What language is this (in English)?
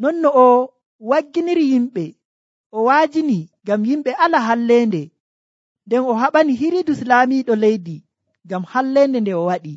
Nigerian Fulfulde